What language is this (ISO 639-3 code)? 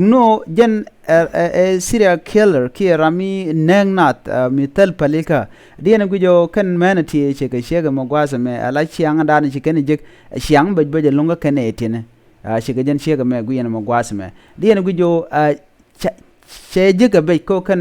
nus